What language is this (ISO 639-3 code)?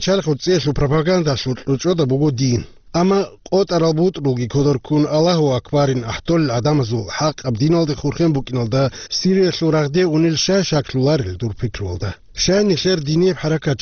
ava